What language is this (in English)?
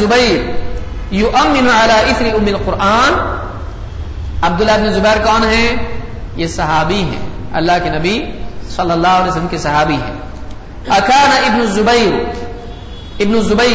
Urdu